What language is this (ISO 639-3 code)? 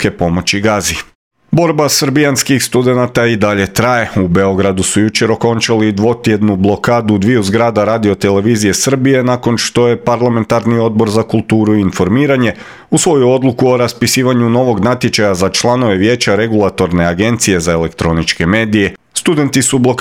hrv